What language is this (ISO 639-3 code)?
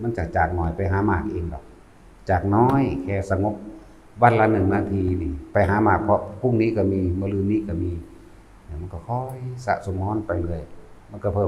tts